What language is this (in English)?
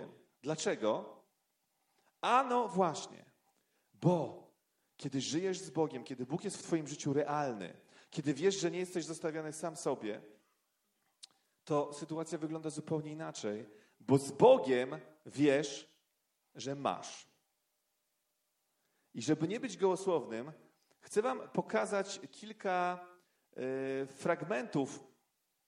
Polish